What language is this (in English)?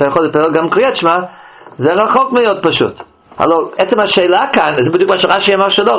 Hebrew